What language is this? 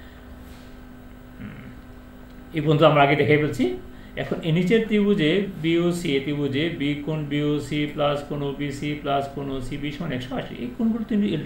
Bangla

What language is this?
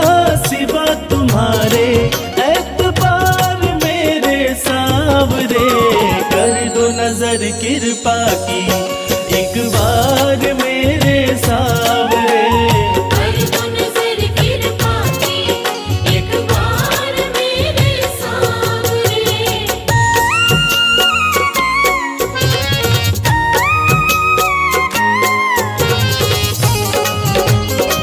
Hindi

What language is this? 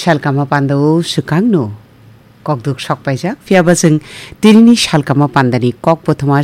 Kok Borok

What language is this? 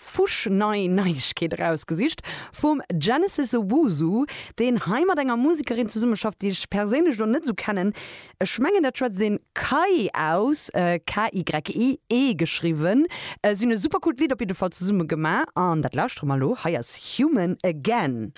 Luxembourgish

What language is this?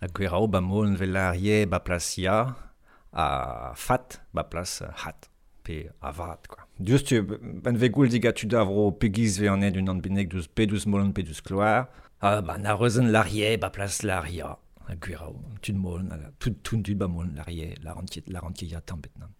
Breton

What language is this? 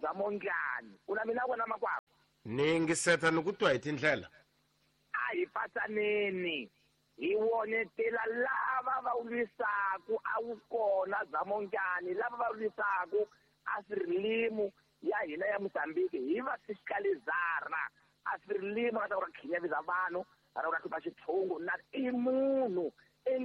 Tsonga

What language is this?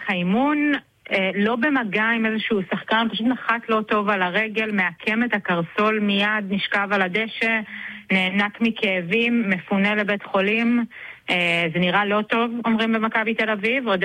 Hebrew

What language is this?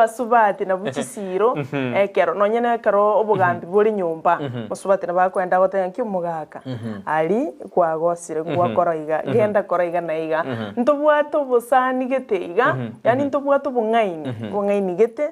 Gusii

